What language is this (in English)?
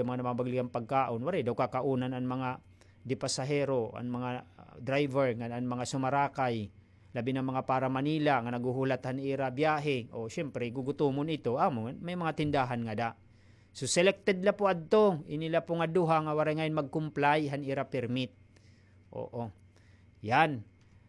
Waray